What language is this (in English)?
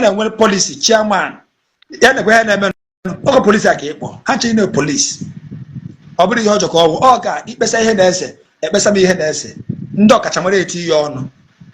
Igbo